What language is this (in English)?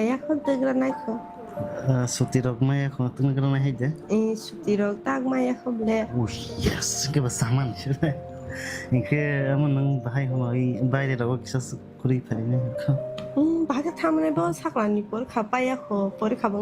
Kok Borok